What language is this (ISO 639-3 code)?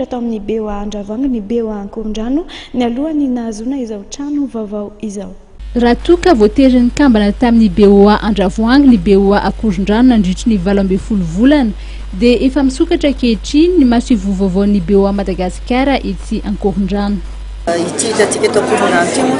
mlg